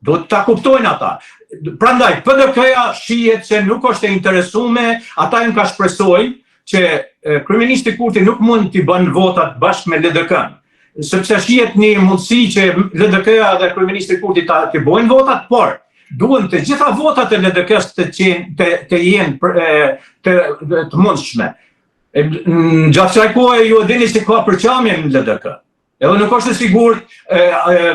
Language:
Albanian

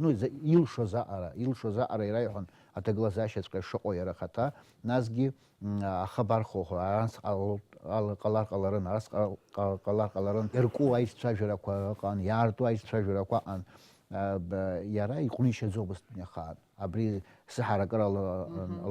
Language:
Abkhazian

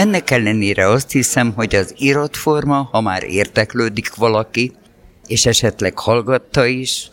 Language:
Hungarian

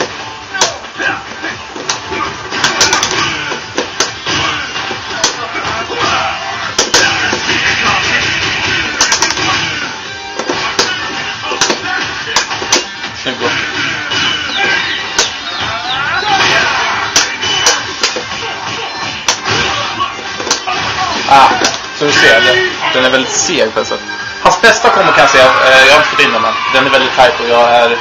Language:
Swedish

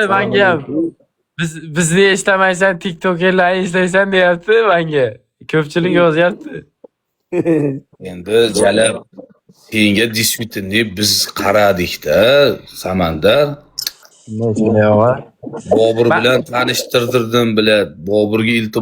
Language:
Uzbek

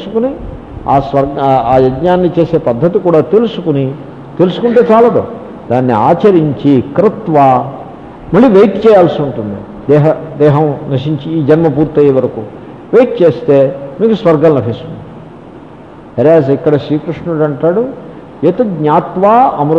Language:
Telugu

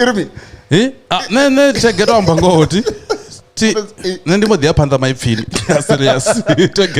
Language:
Venda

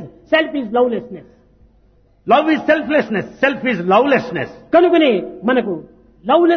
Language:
Telugu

